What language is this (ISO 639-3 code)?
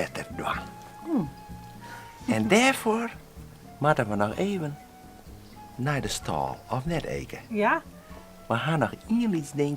fry